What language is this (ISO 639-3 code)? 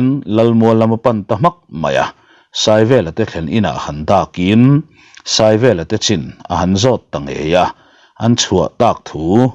lus